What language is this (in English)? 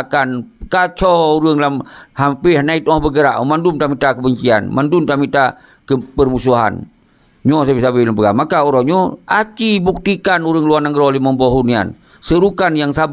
Achinese